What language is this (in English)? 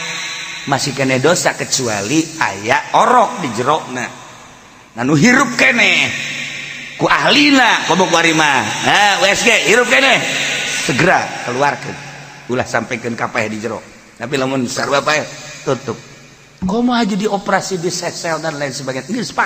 Sundanese